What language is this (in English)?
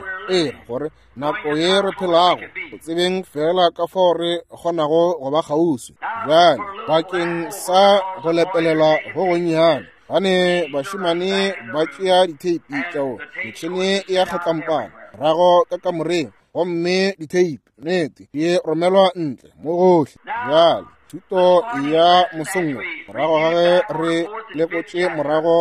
Northern Sotho